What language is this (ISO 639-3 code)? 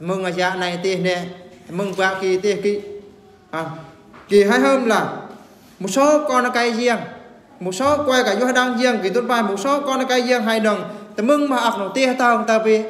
bru